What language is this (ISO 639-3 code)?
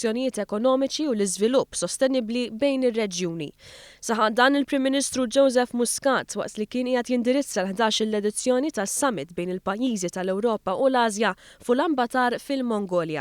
mlt